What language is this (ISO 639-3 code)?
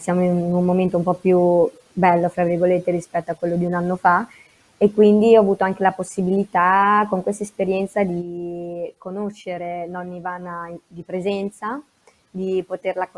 ita